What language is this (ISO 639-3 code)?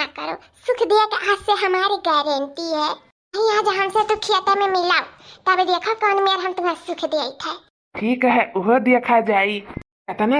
awa